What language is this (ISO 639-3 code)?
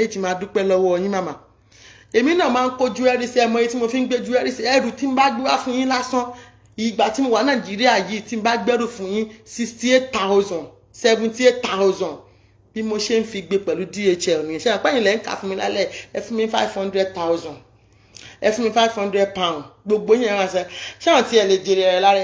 yor